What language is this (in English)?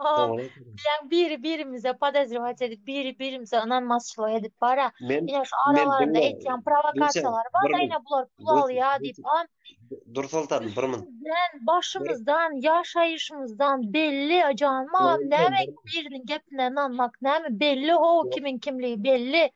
Turkmen